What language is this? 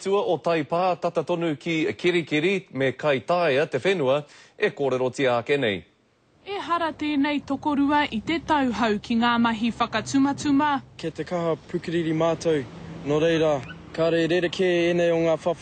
Māori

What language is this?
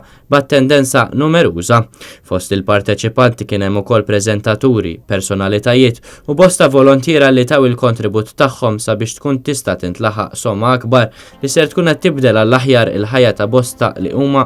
Maltese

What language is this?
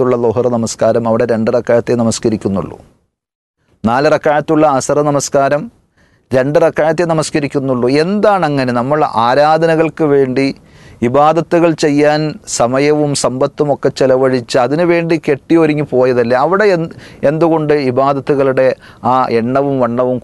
Malayalam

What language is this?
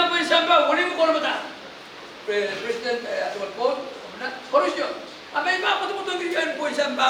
Pohnpeian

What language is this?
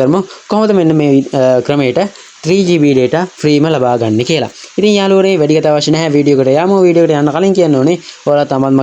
Sinhala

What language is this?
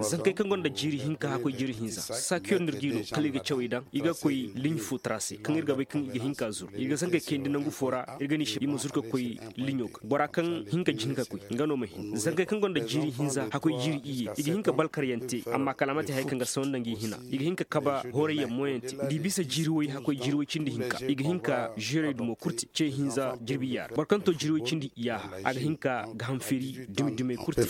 Zarma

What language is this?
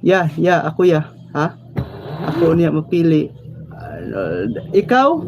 Cebuano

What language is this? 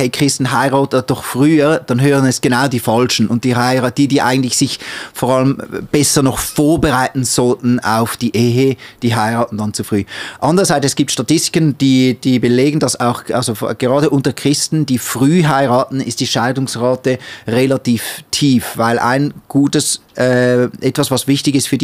Swiss German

